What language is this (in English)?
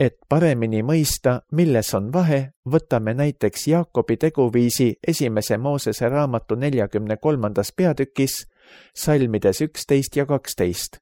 Estonian